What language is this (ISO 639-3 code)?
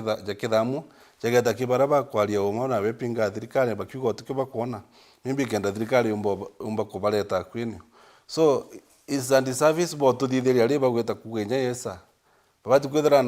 mer